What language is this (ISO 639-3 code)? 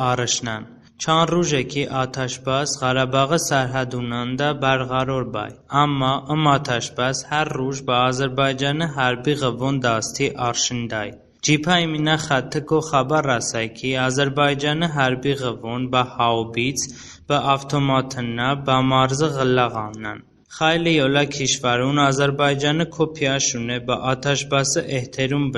tly